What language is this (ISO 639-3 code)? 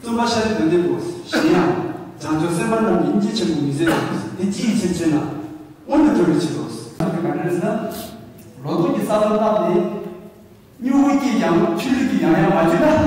bod